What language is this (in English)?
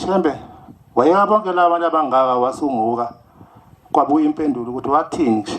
Zulu